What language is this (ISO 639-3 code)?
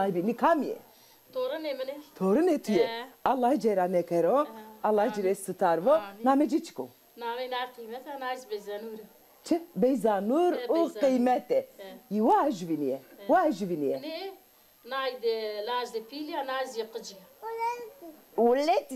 zza